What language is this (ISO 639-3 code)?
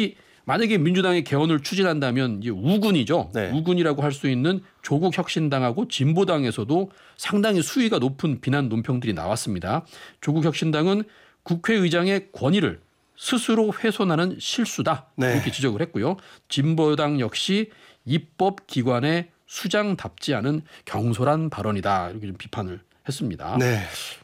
kor